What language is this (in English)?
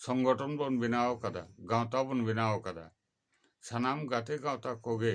Santali